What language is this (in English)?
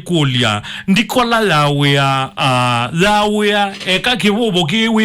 Kamba